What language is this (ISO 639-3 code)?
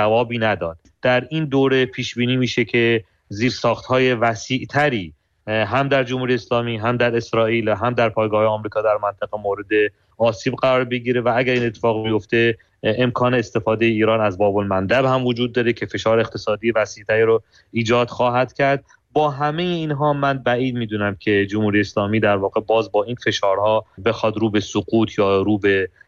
fas